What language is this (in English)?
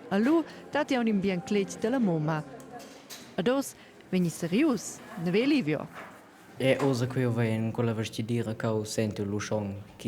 Romansh